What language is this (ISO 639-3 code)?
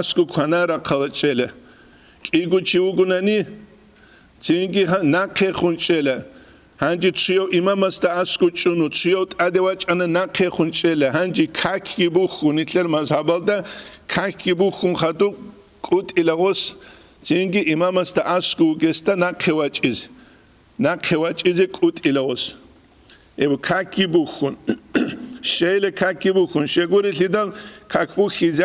ava